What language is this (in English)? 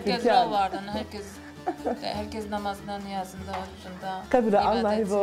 Zaza